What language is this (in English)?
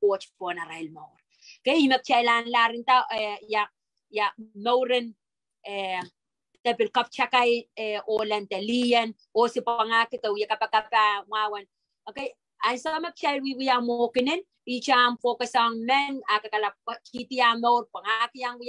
Pohnpeian